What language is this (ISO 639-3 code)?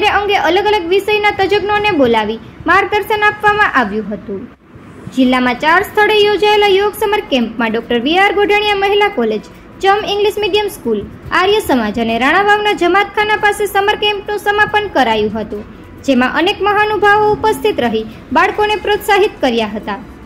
guj